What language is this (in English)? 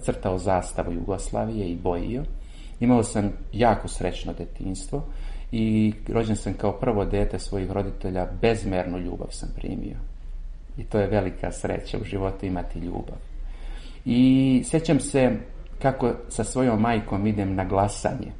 Serbian